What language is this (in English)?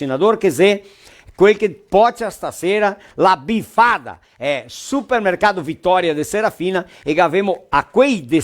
Venetian